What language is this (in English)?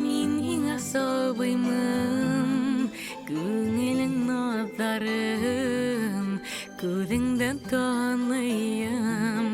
Bashkir